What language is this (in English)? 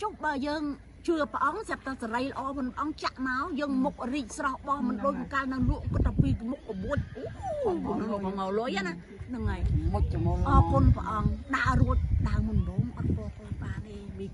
Khmer